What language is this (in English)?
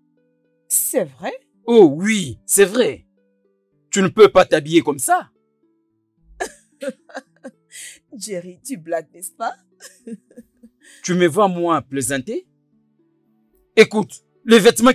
French